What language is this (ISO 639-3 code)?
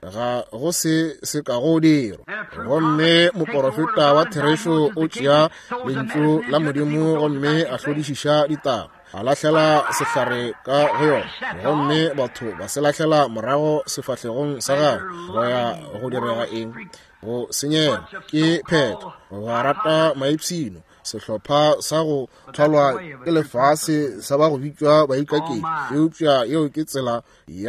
nso